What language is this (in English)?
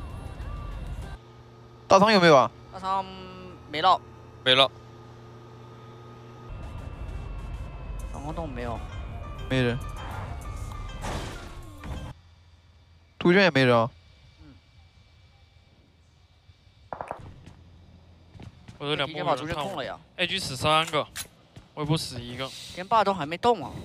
Chinese